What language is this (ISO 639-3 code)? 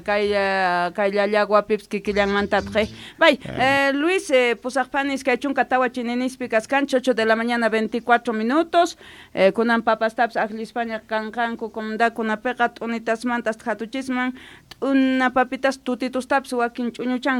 quh